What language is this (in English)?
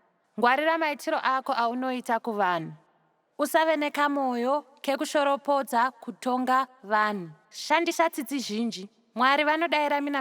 Shona